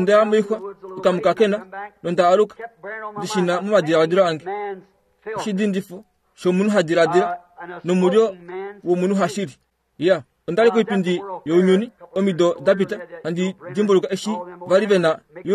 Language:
Kuanyama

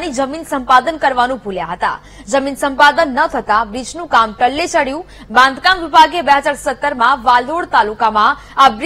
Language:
Gujarati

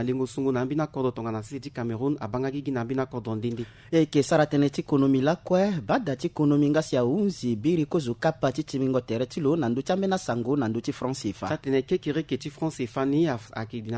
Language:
Sango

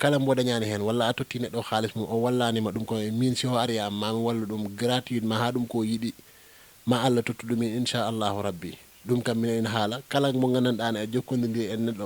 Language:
Fula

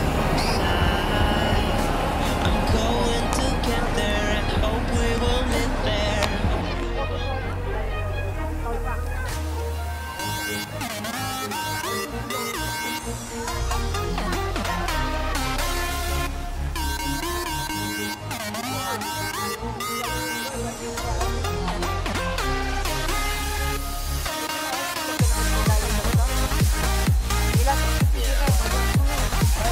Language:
French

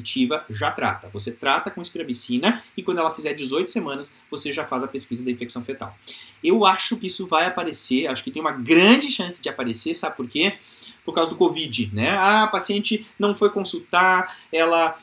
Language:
Portuguese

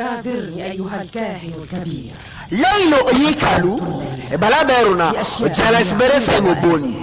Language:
Teso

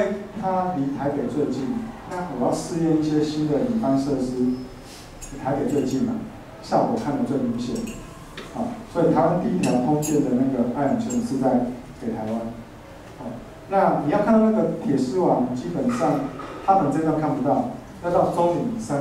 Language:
Chinese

